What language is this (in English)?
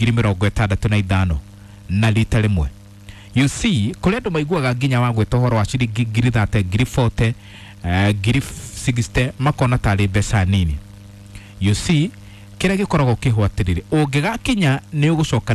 Kikuyu